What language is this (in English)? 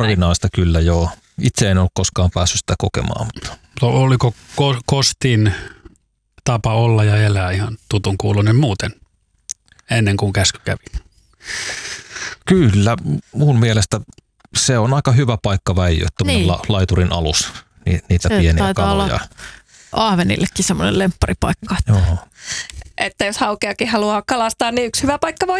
Finnish